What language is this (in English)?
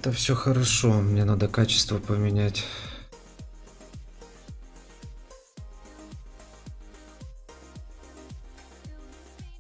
Russian